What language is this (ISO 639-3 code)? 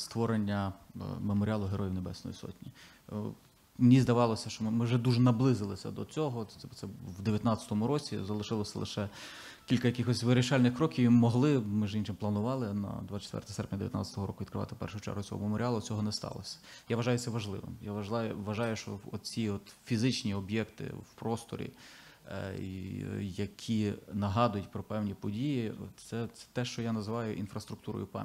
ukr